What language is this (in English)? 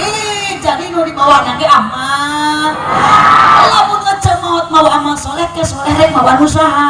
Sundanese